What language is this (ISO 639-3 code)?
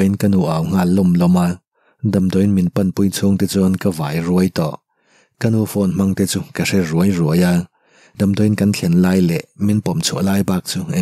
lus